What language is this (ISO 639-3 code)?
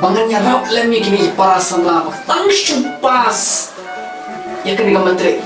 kha